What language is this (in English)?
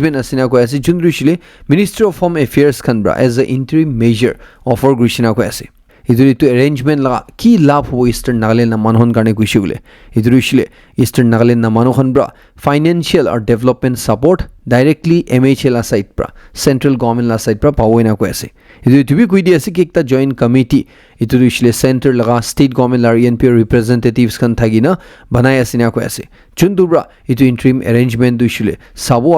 Naga Pidgin